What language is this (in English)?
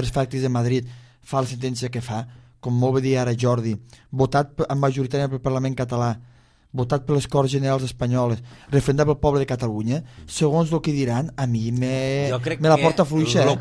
Catalan